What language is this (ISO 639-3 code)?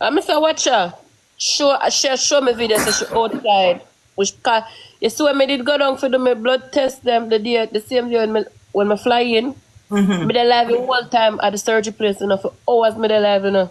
jam